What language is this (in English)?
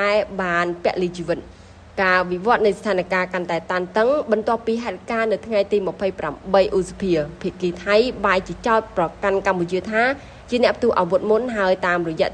Khmer